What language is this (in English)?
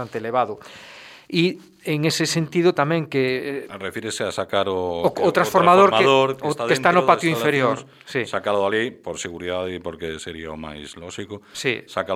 Galician